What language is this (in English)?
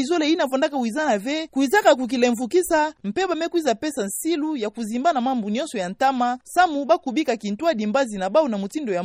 Kituba (Democratic Republic of Congo)